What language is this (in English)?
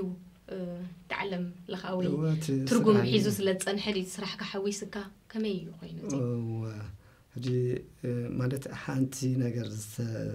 Tigrinya